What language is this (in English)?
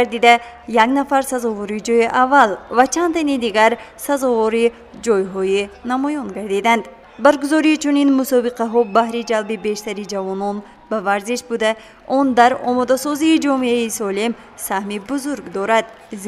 Tajik